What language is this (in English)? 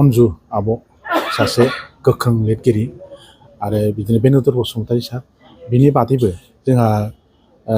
Bodo